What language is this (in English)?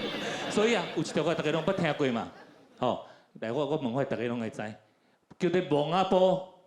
Min Nan Chinese